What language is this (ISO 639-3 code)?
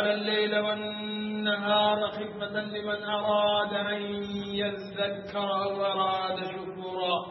ful